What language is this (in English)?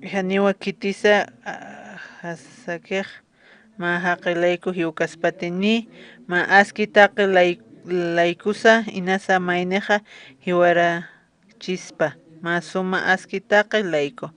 Aymara